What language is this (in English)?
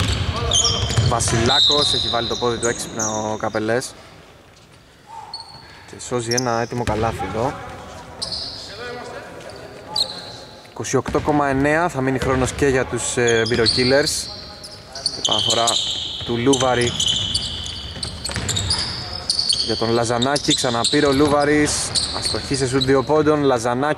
Greek